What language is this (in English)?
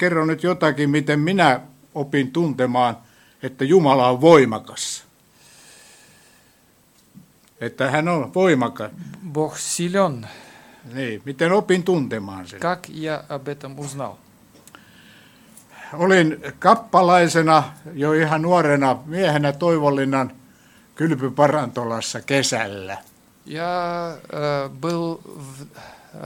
Finnish